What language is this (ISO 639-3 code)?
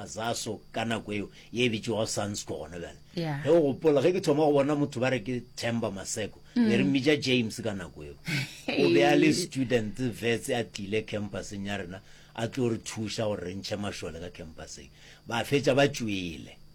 nso